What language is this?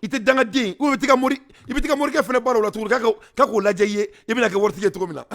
Bambara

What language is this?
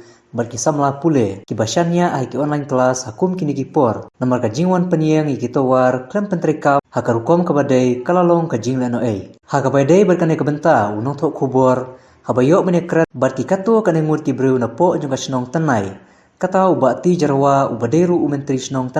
Khasi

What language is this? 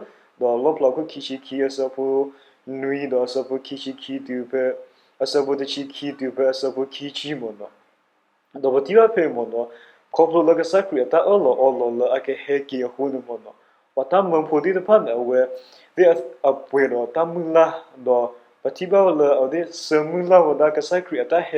S'gaw Karen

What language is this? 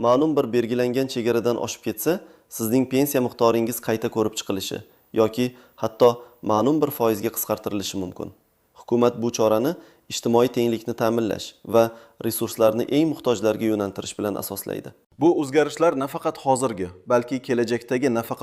Uzbek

